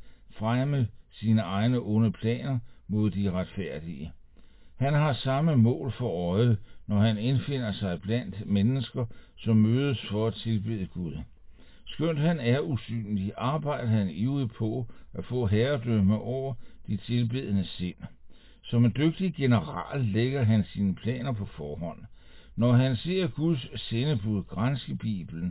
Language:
Danish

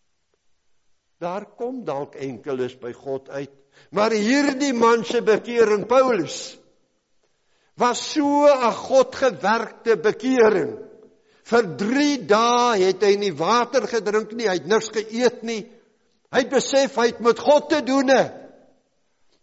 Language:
Afrikaans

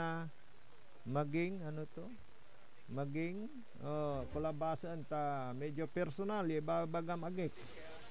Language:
Pangasinan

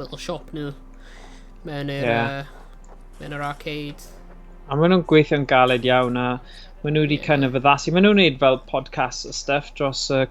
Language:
Welsh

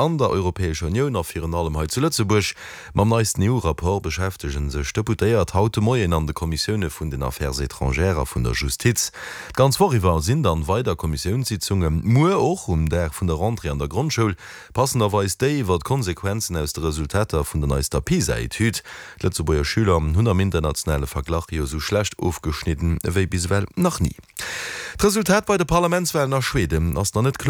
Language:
Luxembourgish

